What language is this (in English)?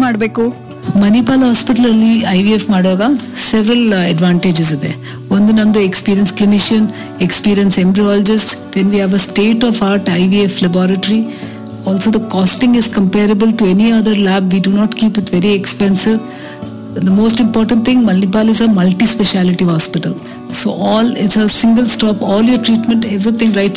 Kannada